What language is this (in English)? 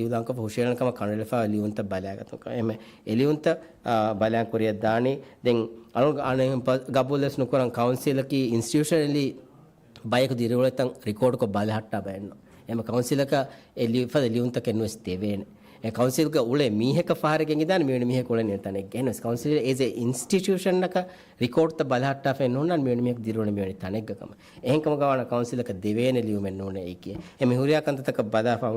Divehi